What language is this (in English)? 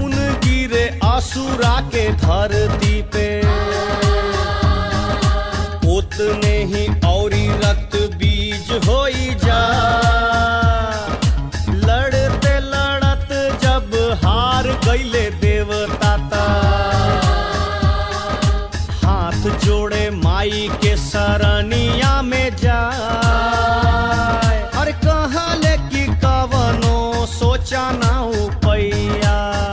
Bhojpuri